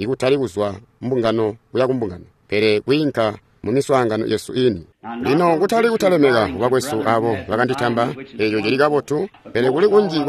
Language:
Tonga (Zambia)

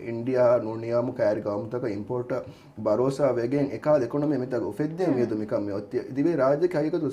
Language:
Divehi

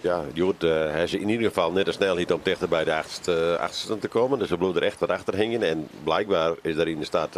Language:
Western Frisian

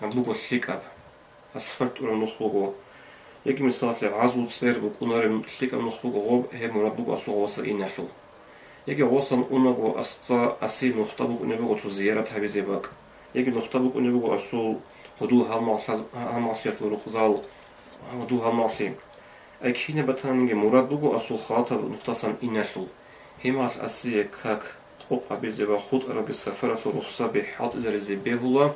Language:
Avaric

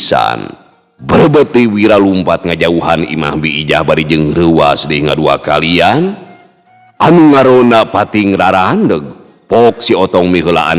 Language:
Sundanese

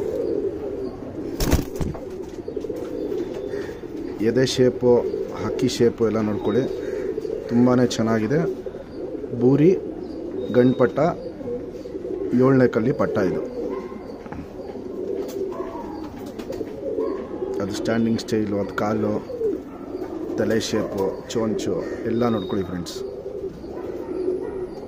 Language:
Kannada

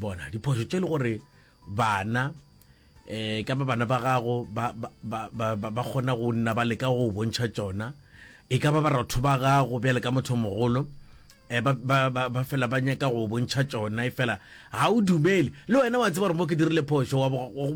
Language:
Northern Sotho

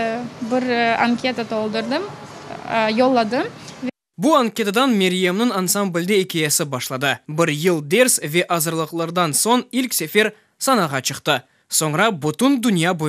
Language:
Crimean Tatar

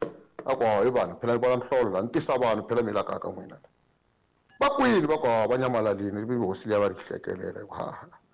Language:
Tsonga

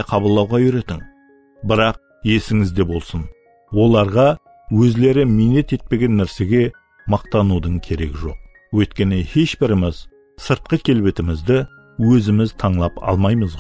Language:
Kara-Kalpak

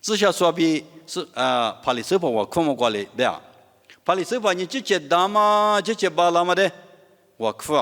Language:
Lisu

